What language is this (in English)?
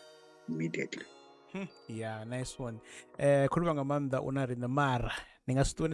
Venda